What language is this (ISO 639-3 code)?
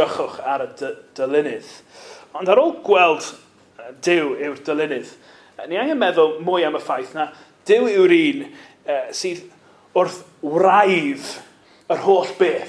cym